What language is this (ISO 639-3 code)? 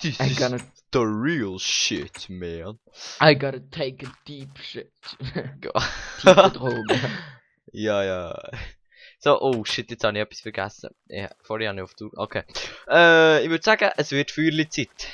gsw